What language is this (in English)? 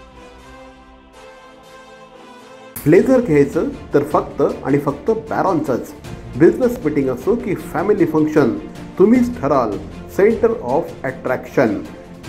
Marathi